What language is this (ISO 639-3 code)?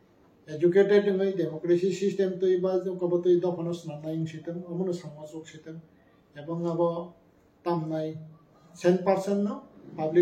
trp